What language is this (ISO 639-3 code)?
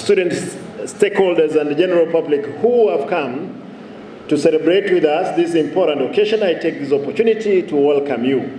guz